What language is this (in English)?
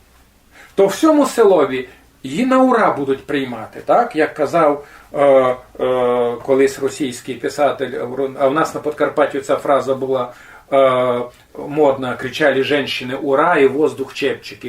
Rusyn